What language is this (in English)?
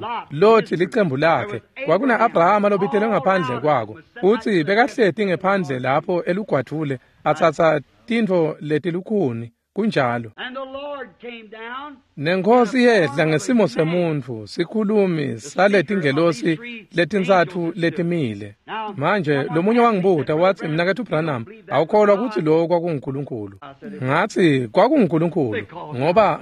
Swati